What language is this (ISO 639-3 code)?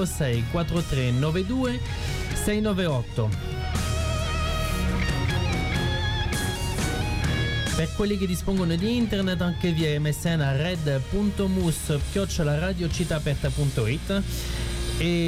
ita